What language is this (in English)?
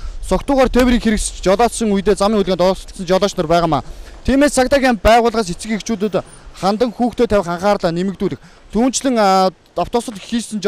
Mongolian